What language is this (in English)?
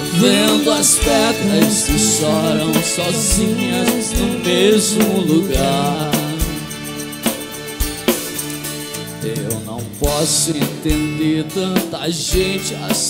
Portuguese